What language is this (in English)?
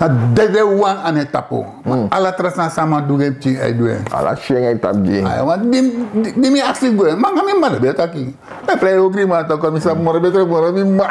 Sranan Tongo